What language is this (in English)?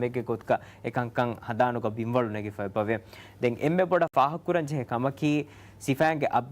Divehi